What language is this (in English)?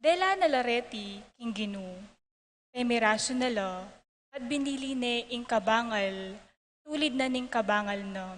Pampanga